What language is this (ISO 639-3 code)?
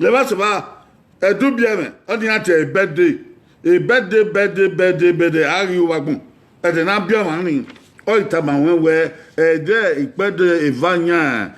bin